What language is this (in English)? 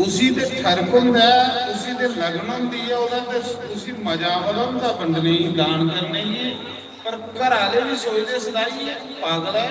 Dogri